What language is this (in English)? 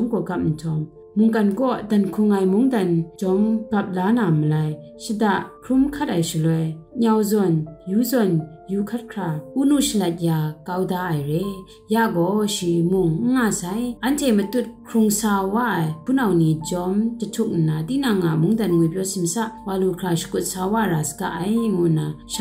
Kachin